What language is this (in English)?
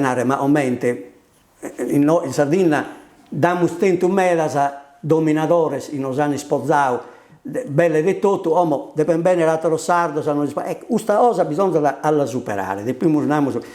Sardinian